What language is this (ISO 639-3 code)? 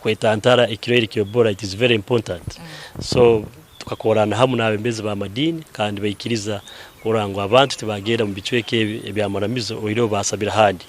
nyn